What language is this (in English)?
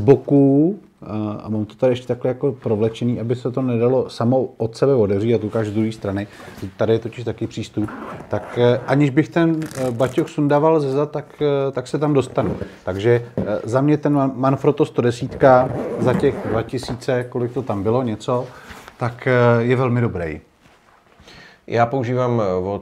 Czech